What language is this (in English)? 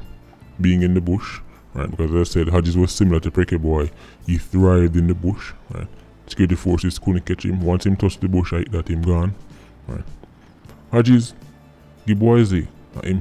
Jamaican Creole English